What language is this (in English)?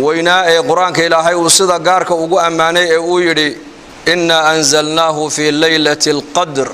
Somali